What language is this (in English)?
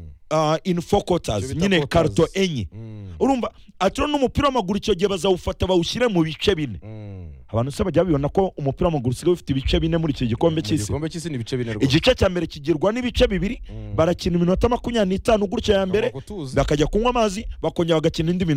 Kinyarwanda